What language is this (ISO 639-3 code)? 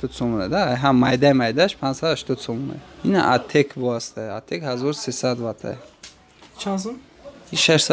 tgk